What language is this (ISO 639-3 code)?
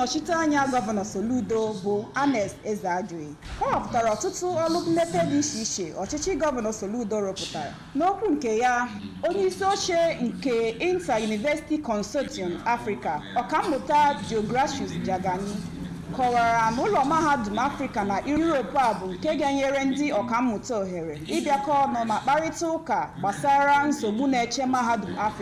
ibo